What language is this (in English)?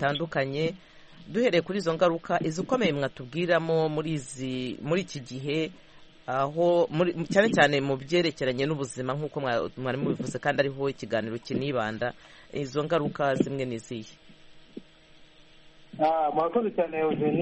Kinyarwanda